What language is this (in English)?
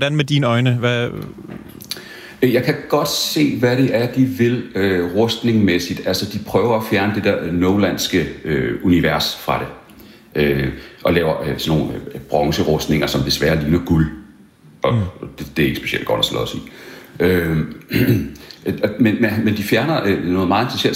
Danish